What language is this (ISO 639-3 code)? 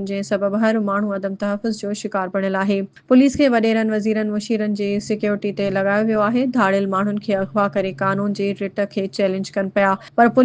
snd